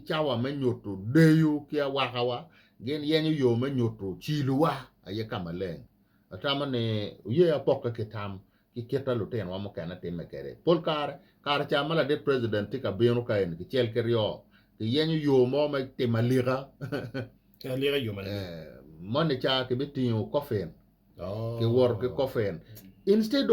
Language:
Acoli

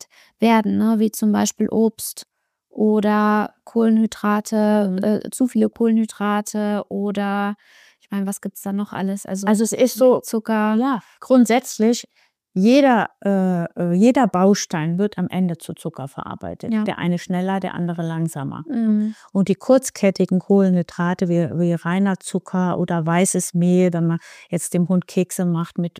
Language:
German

